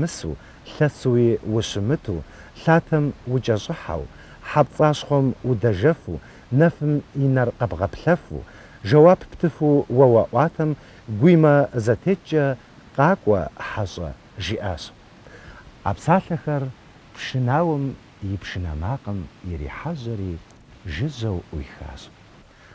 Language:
Kabardian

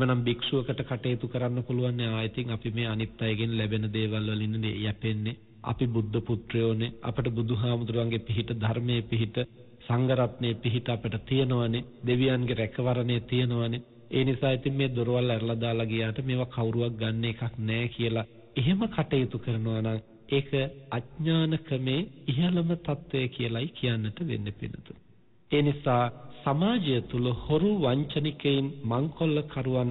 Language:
Sinhala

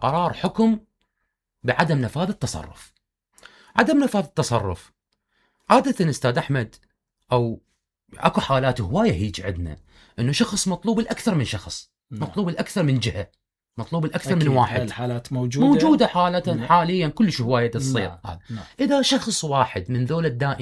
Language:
Mesopotamian Arabic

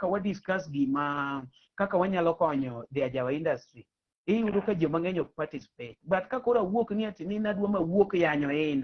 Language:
Luo (Kenya and Tanzania)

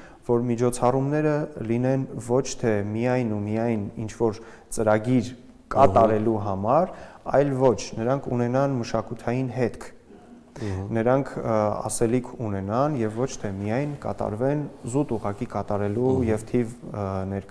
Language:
Armenian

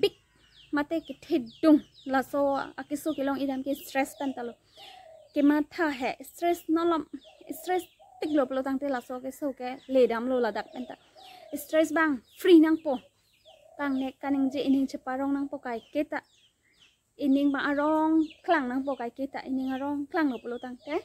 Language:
Karbi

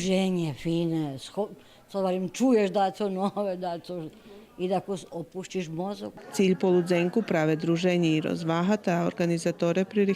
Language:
Rusyn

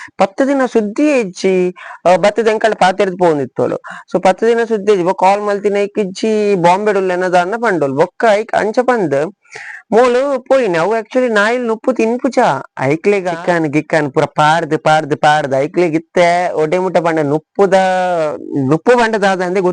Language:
Tulu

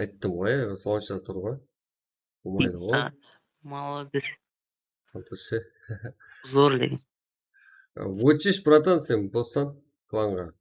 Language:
Kara-Kalpak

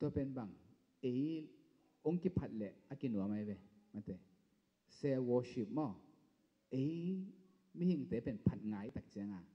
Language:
Tedim Chin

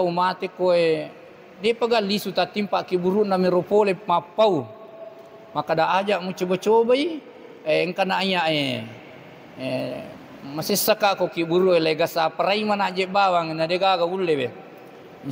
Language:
Buginese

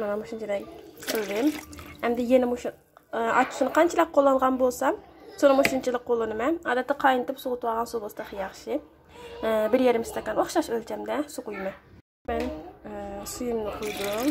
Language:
Uyghur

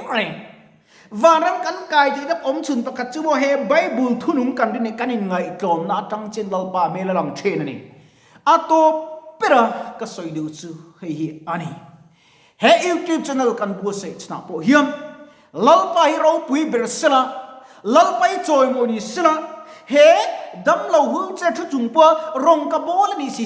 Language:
Mizo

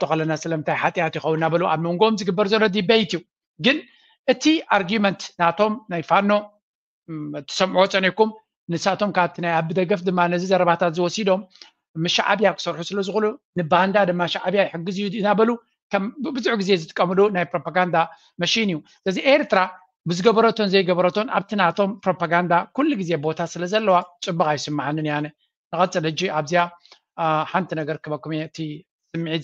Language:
Tigrinya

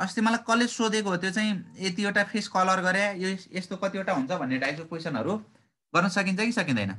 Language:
Nepali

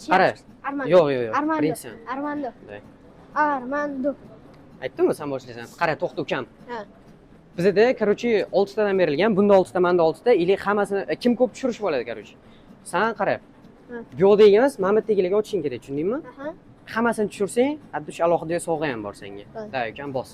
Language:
Uzbek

